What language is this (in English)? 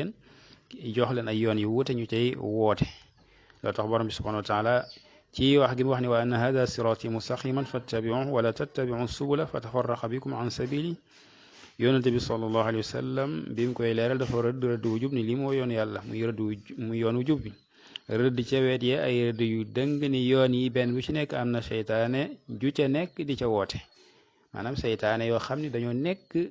Wolof